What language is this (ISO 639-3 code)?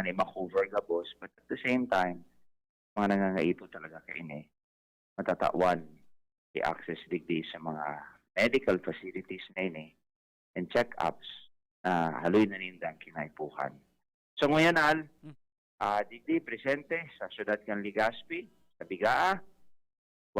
bik